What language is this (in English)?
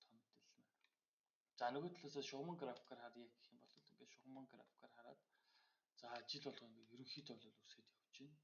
Mongolian